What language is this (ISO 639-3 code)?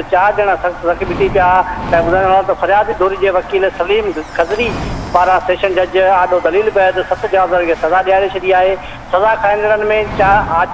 snd